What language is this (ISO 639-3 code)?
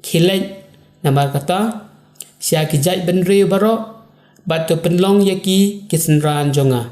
kha